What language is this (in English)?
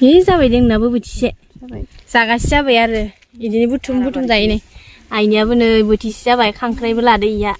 Bodo